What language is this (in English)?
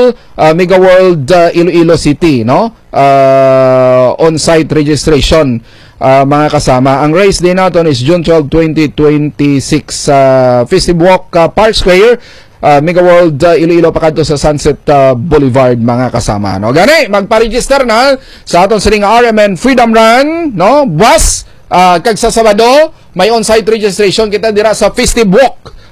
Hiligaynon